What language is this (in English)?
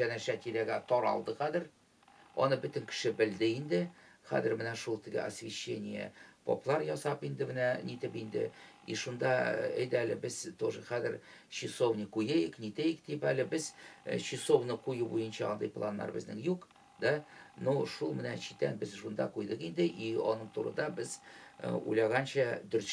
Tatar